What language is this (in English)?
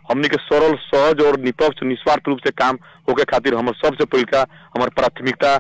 Bhojpuri